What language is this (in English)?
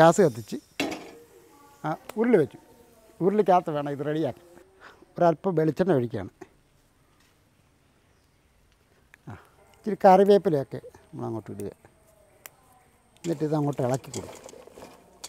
Malayalam